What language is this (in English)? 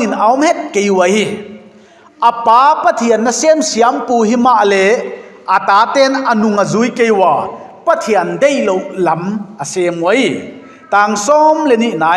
Paite Chin